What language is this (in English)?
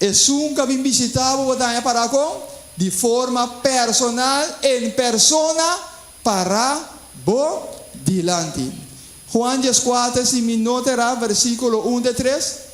Papiamento